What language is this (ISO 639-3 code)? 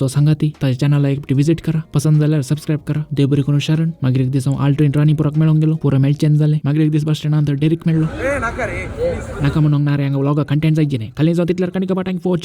kok